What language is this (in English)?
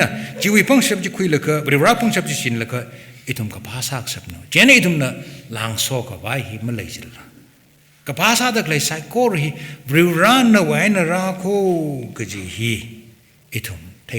Tangkhul Naga (India)